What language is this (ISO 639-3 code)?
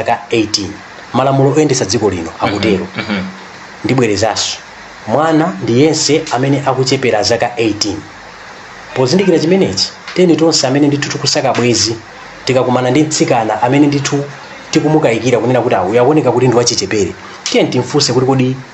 nya